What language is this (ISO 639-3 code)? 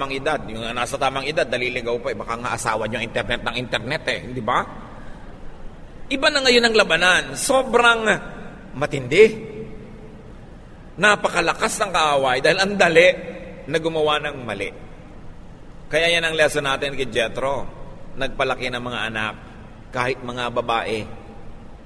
fil